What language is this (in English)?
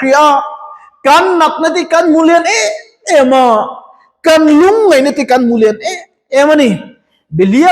Mizo